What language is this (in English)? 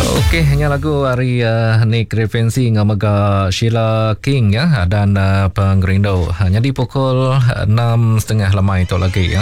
Iban